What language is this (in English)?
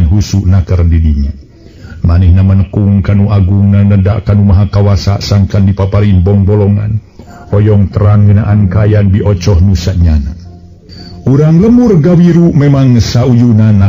Sundanese